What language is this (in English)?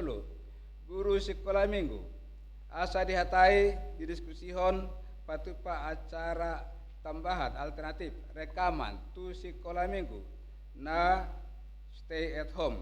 Batak Toba